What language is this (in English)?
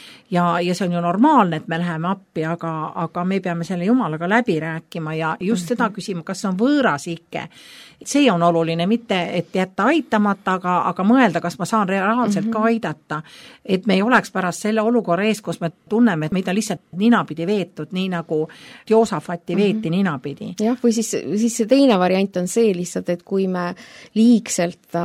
Estonian